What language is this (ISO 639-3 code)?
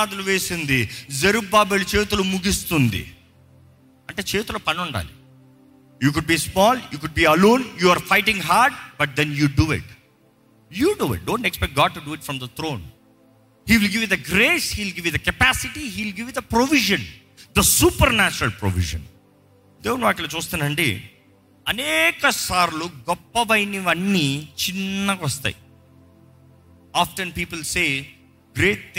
tel